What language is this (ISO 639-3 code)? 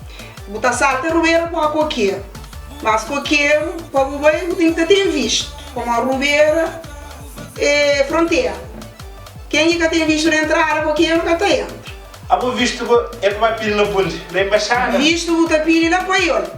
kea